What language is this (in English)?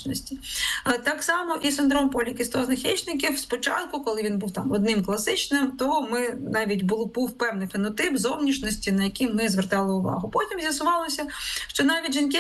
Ukrainian